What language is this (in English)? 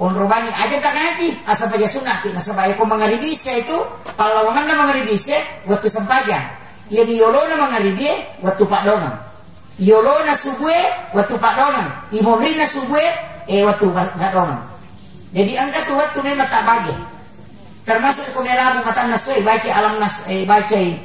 Buginese